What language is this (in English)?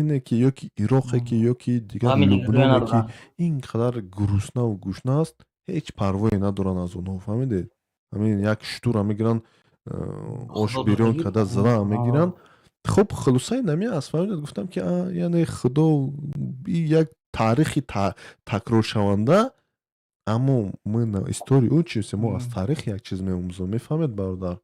Tajik